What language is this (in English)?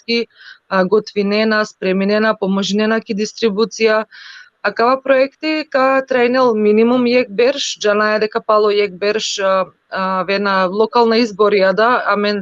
Balkan Romani